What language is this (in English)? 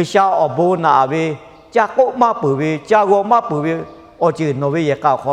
Lahu